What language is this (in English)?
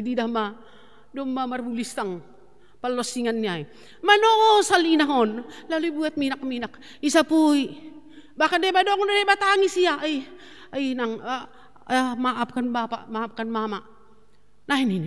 Batak Simalungun